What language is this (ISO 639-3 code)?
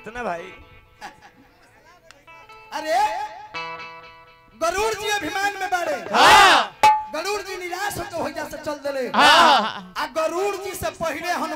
bho